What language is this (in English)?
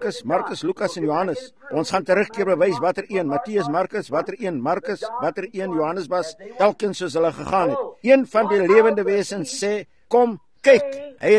Afrikaans